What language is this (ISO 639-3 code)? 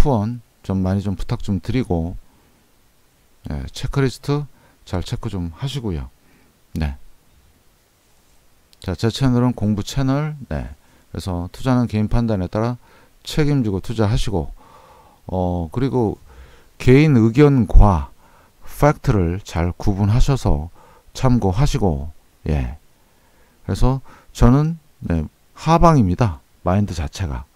kor